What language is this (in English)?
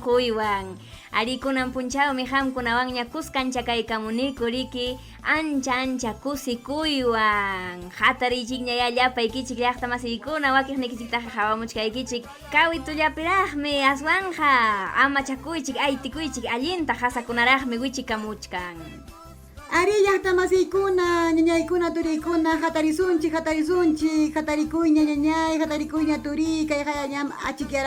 Ayacucho Quechua